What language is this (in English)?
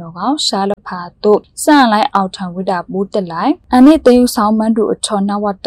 Burmese